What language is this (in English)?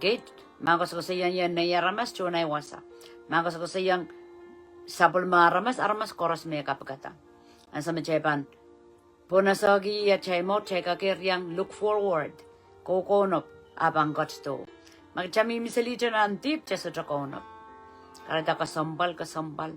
Pohnpeian